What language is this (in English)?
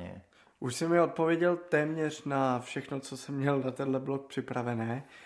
Czech